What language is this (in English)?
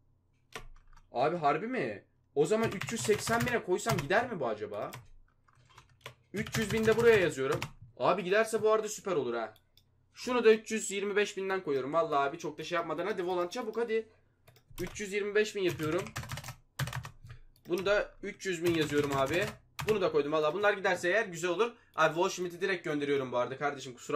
Turkish